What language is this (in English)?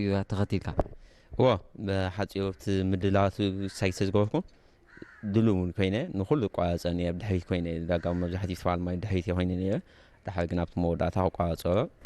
Tigrinya